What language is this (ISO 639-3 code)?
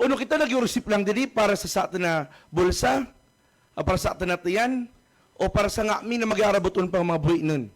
ubl